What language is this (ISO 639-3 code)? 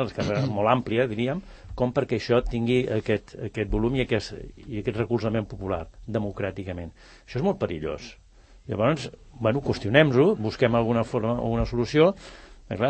cat